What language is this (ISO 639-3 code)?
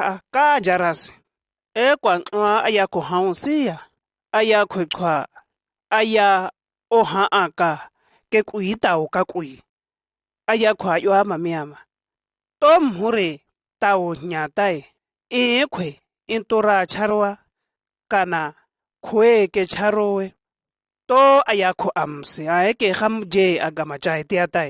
shg